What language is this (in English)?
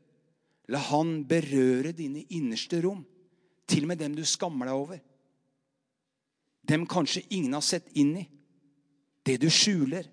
Norwegian